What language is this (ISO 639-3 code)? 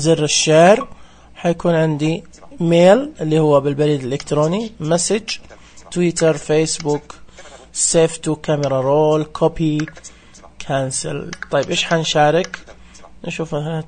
ars